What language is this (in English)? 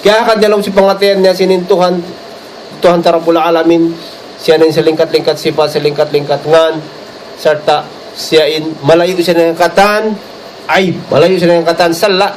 Tausug